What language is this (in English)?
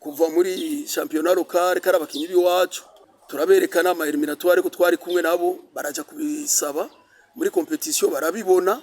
Rundi